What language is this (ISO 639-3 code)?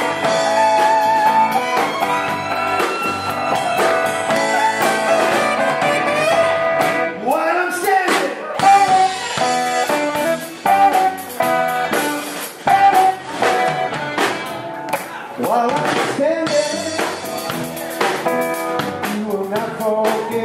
eng